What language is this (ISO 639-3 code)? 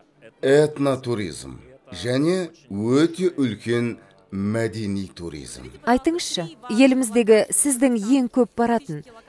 kaz